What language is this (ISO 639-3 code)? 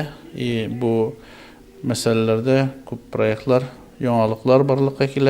tat